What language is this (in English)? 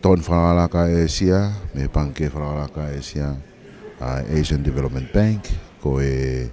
Tongan